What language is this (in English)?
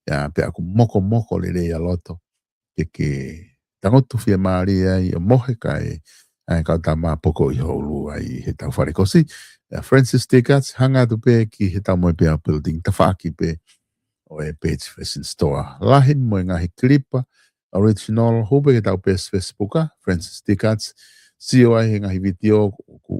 Tongan